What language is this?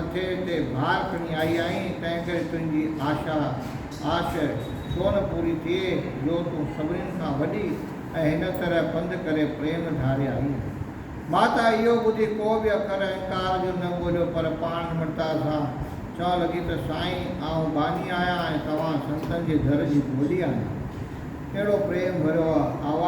Sindhi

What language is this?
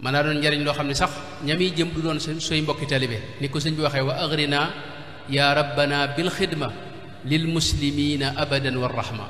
Wolof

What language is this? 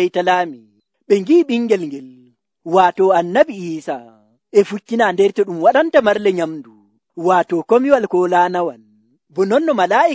Nigerian Fulfulde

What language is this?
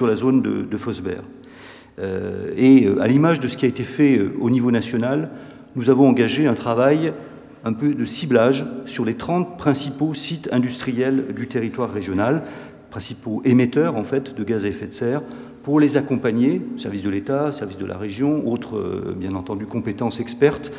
French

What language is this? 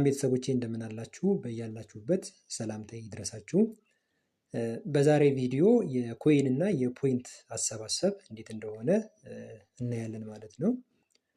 Amharic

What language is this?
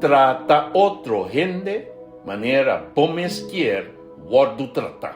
Papiamento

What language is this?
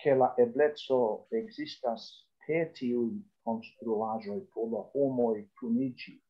Esperanto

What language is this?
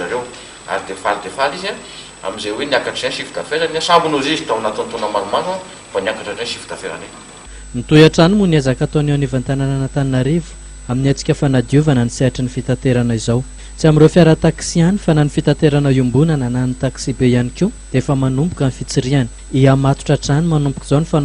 Malagasy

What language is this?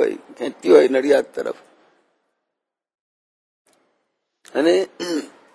Gujarati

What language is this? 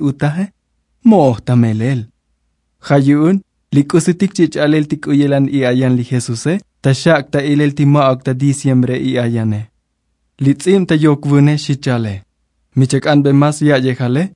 Tzotzil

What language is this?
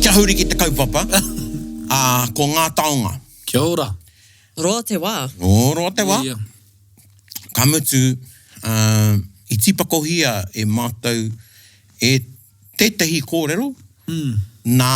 Māori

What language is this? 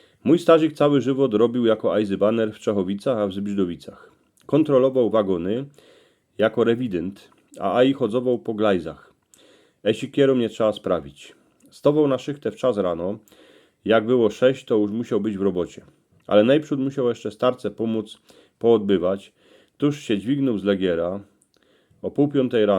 Silesian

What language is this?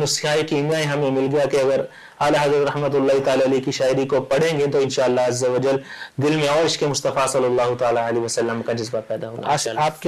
Urdu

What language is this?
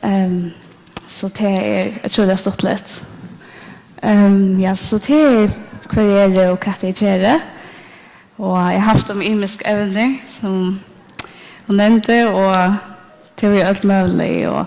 Faroese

